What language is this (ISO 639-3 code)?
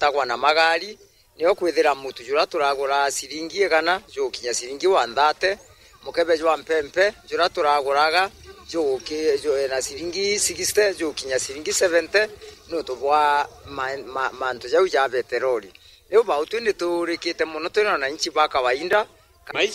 mer